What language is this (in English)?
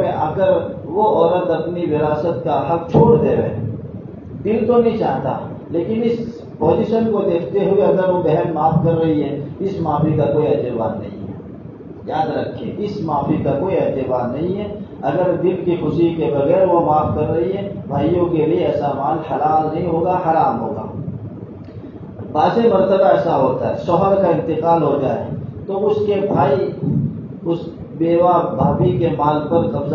Urdu